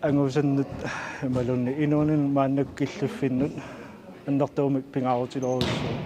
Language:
Kalaallisut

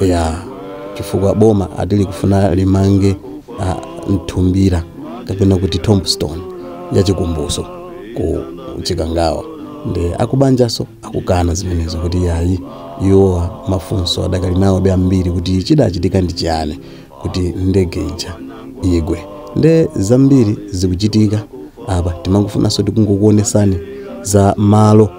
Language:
Nyanja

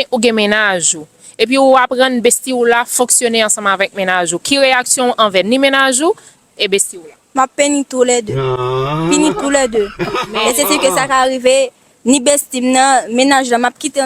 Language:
Haitian Creole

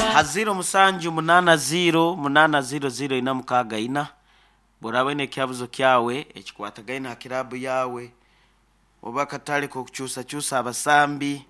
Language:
Nyankole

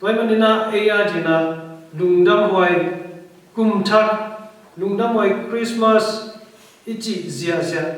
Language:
Tedim Chin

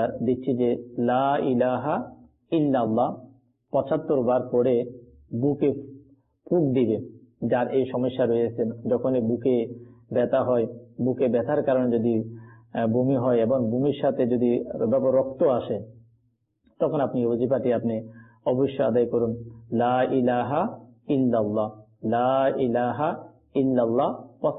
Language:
Bangla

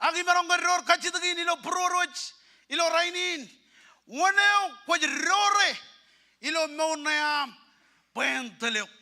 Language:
Marshallese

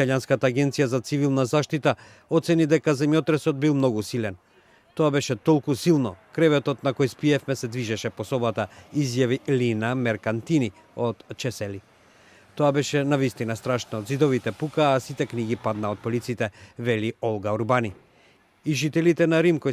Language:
Macedonian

